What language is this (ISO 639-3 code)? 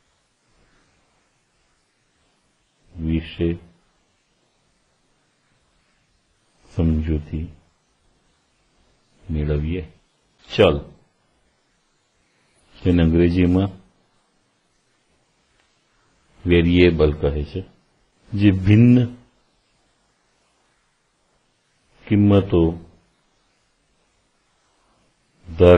guj